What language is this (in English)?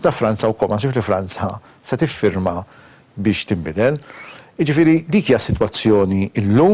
Maltese